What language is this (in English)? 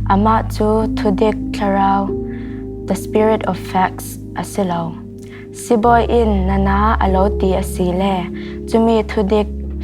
Falam Chin